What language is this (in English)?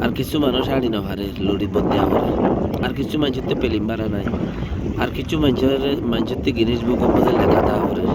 Rohingya